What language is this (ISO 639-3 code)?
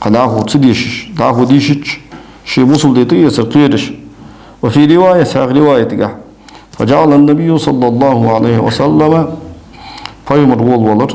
inh